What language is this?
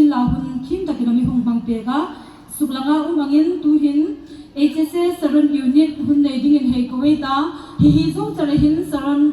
Hmar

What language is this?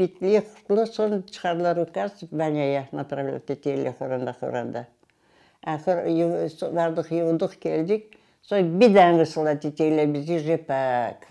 Crimean Tatar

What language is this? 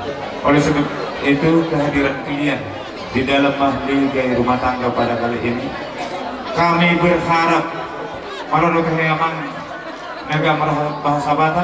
Batak Toba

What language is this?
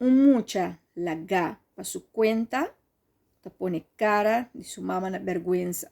Papiamento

